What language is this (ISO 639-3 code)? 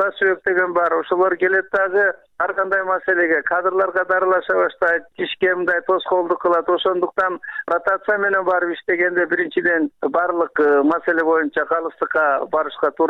kir